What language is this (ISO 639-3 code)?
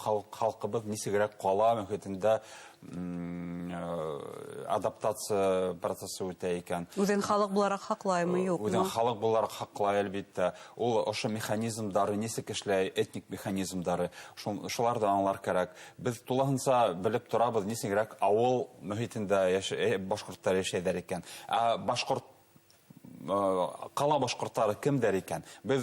bak